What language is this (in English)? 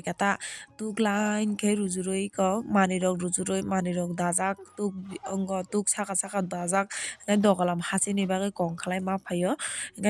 Kok Borok